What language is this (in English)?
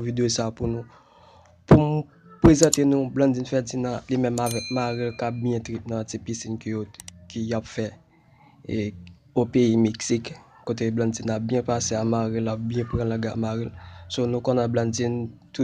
Haitian Creole